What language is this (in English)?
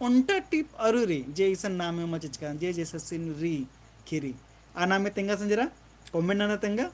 Kurukh